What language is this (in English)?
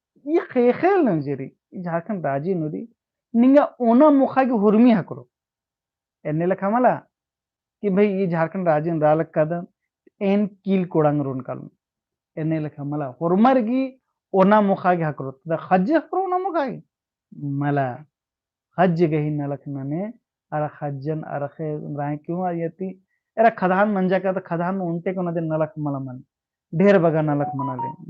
Kurukh